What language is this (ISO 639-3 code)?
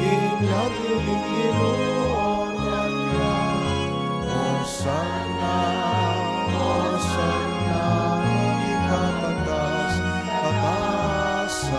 pam